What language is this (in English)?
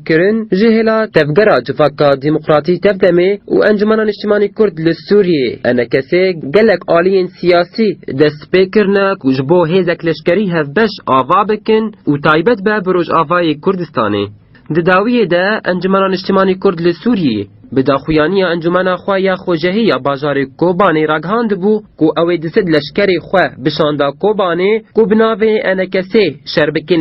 Kurdish